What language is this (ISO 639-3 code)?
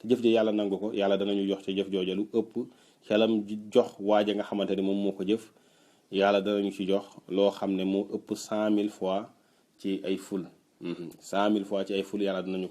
wol